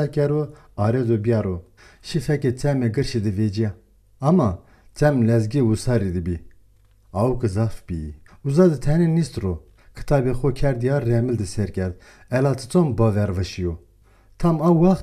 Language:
Zaza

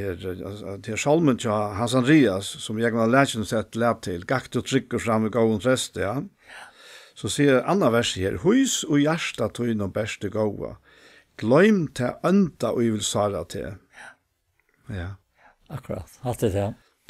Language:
Faroese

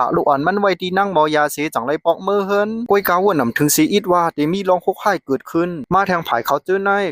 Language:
Shan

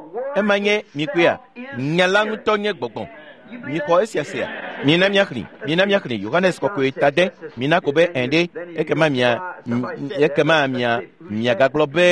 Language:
Ewe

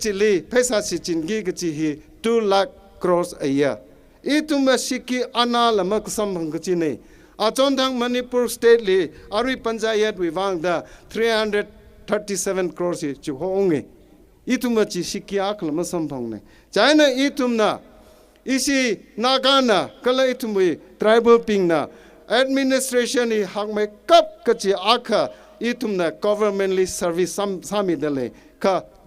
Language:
Tangkhul Naga (India)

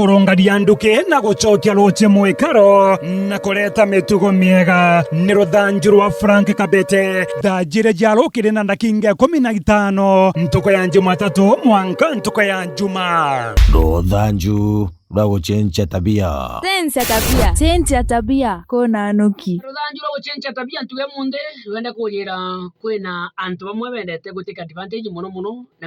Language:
Meru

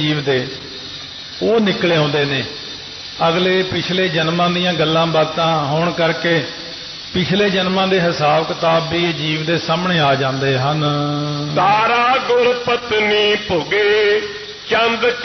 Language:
Punjabi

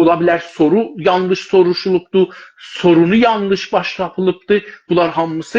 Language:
South Azerbaijani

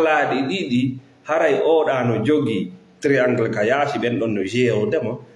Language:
Fula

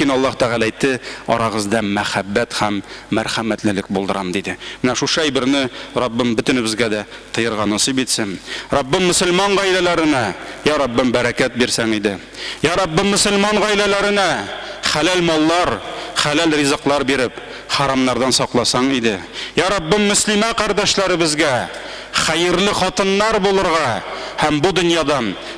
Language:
Tatar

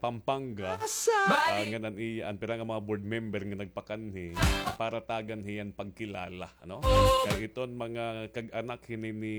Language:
Waray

